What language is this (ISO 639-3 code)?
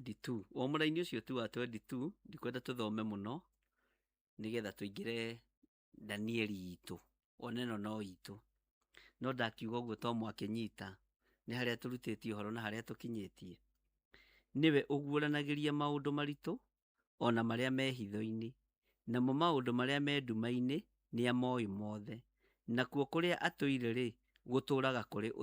kik